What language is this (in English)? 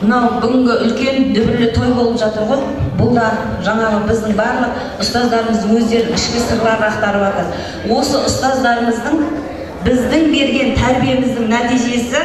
Kazakh